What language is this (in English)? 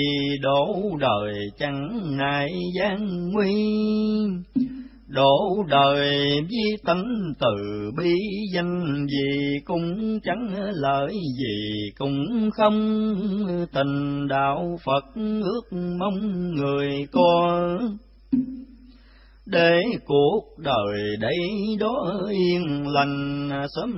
Vietnamese